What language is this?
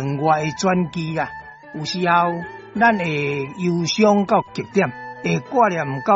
Min Nan Chinese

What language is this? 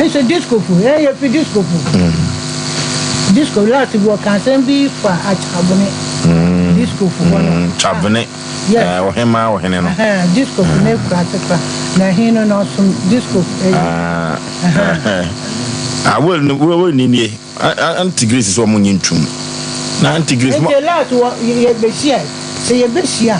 Akan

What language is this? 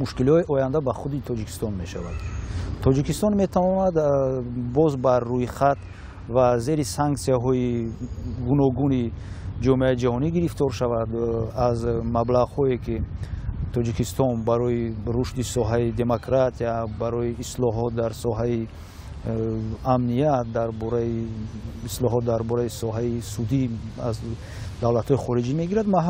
Tajik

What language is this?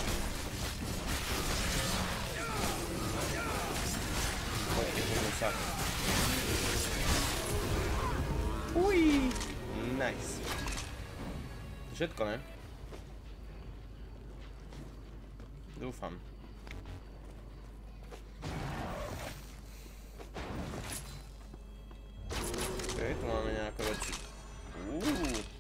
Slovak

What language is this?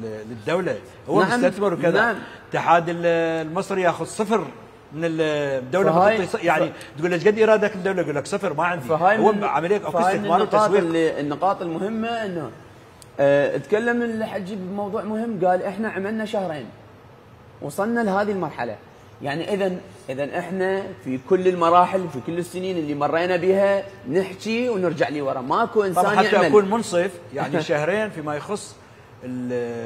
Mesopotamian Arabic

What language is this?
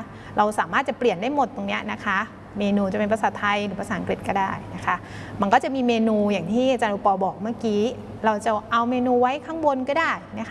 Thai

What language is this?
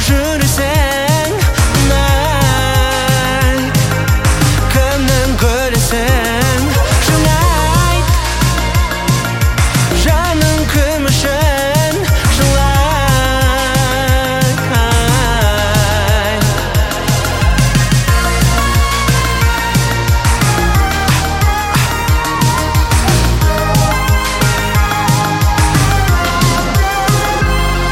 Kazakh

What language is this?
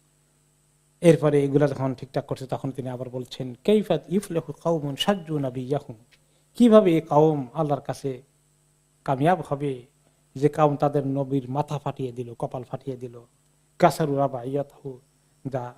Bangla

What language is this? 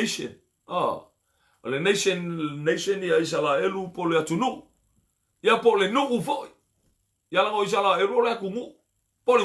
Samoan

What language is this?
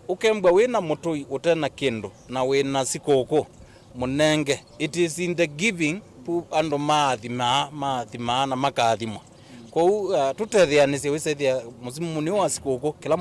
Kamba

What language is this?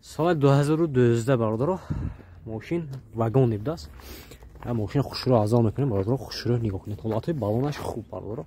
Tajik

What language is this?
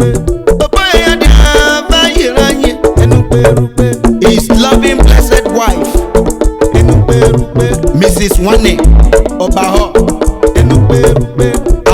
Urhobo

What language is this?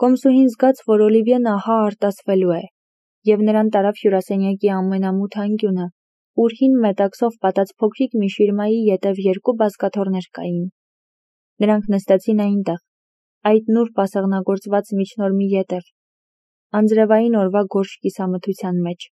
Armenian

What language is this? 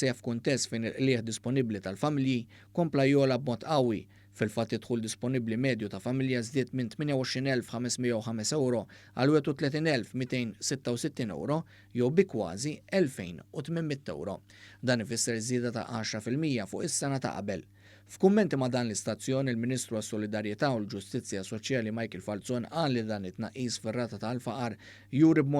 Maltese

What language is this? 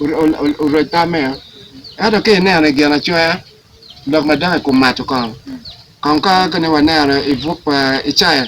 Acoli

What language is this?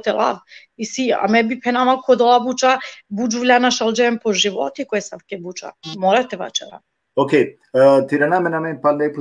Balkan Romani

